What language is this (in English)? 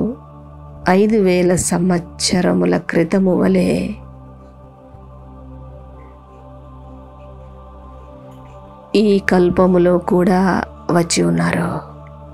Telugu